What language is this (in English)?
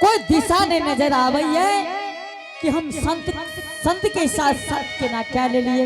Angika